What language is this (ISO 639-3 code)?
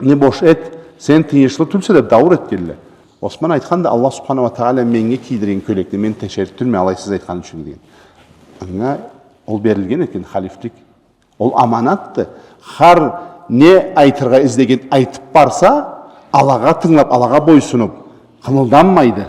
krc